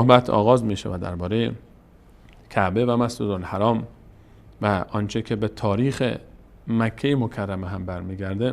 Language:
Persian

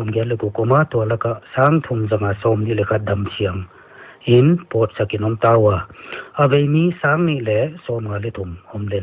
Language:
Paite Chin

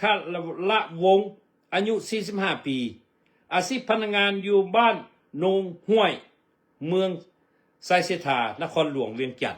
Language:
Lao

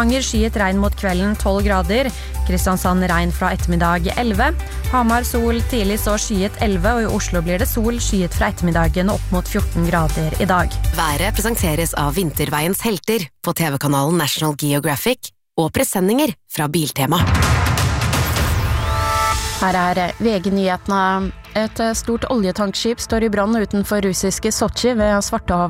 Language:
Norwegian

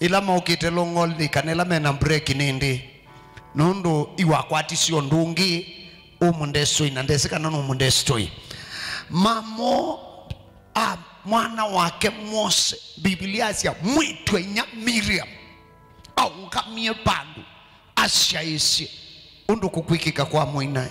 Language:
Kamba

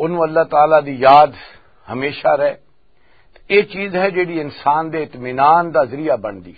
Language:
Western Panjabi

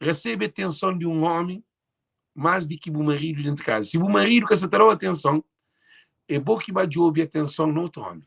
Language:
Kabuverdianu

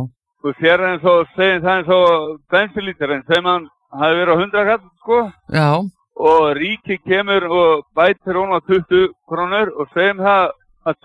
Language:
Icelandic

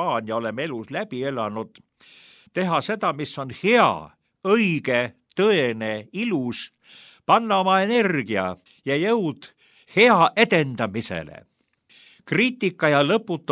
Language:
Estonian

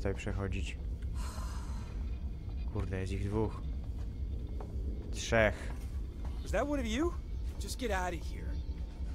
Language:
Polish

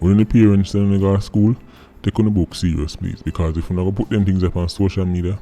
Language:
Jamaican Creole English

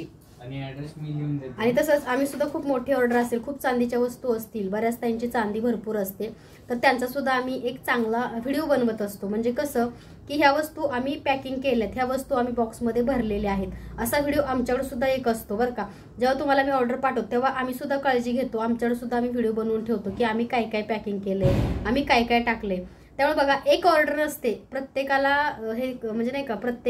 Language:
Marathi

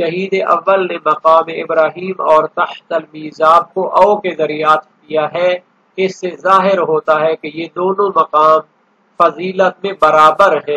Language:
Urdu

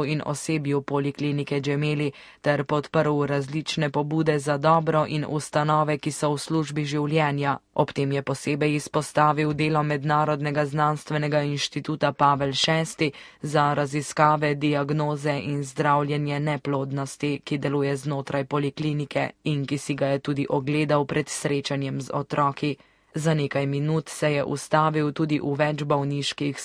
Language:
Slovenian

